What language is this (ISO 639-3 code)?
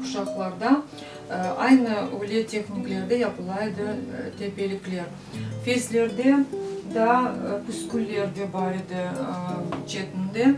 crh